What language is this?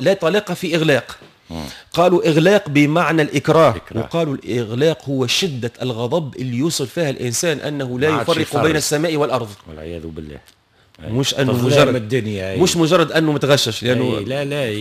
Tunisian Arabic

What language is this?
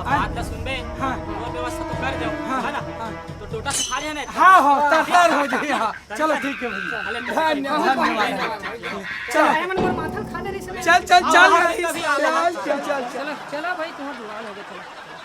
Chhattisgarhi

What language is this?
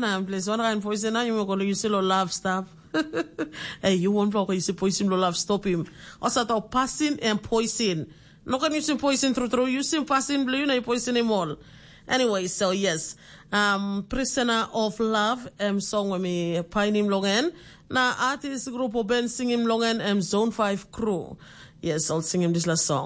Tok Pisin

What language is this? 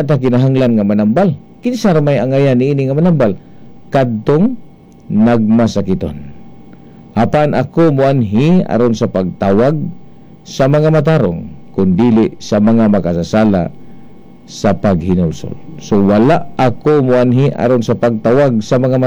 Cebuano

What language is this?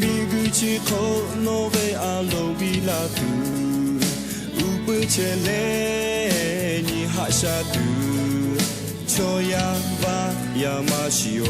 Lahu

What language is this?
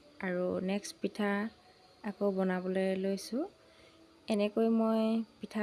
Assamese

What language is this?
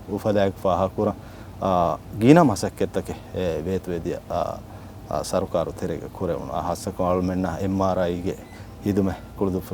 Divehi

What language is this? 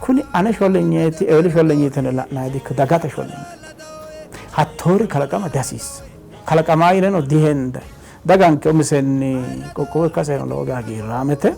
Sidamo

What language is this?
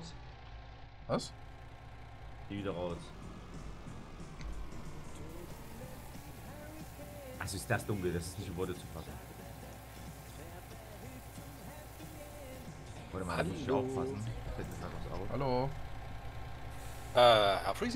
German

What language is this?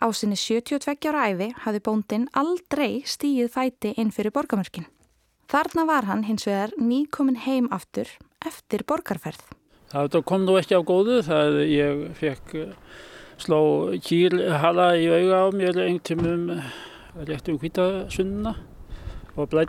Icelandic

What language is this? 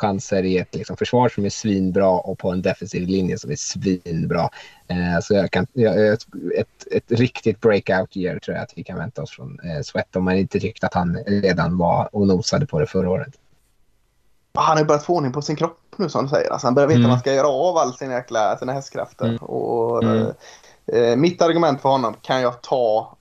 Swedish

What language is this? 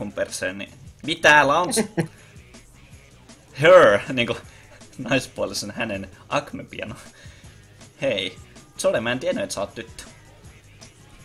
Finnish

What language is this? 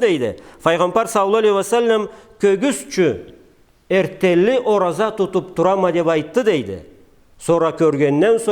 Karachay-Balkar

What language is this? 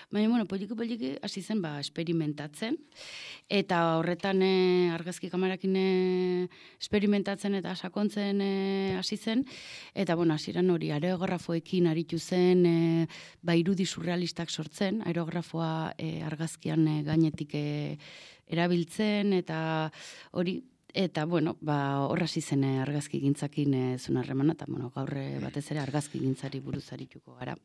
Basque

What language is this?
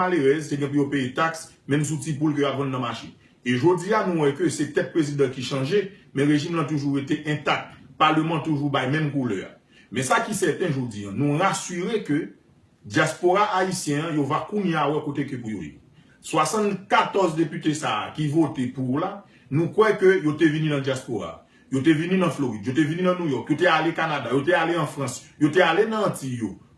Haitian Creole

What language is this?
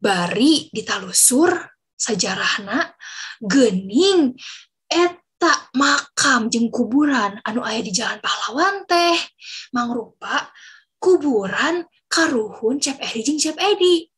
Sundanese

